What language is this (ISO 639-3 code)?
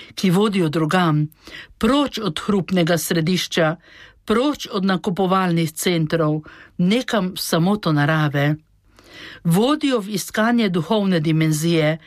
slv